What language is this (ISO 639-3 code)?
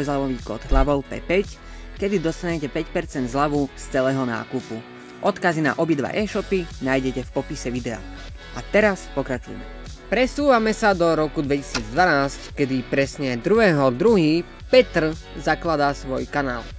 slk